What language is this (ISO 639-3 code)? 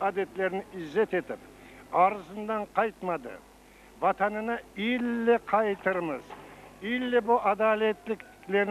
crh